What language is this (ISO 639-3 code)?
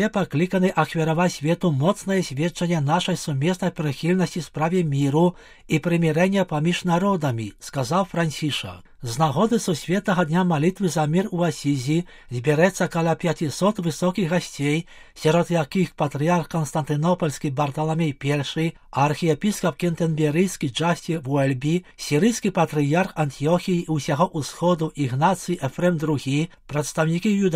bel